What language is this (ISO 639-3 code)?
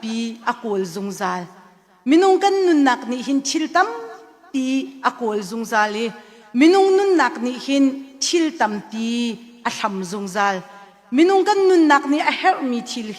cnh